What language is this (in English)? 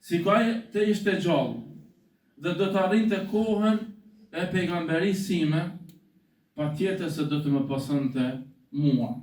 Albanian